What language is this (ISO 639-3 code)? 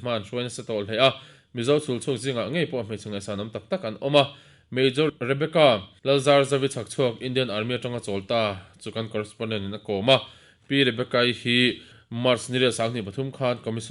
lus